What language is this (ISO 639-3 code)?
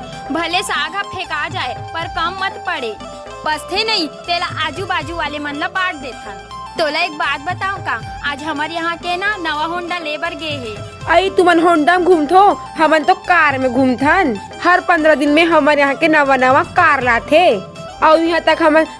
hne